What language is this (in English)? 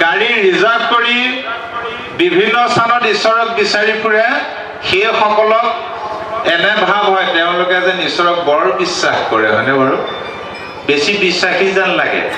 Assamese